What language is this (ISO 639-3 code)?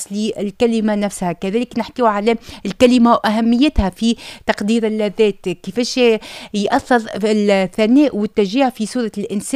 aeb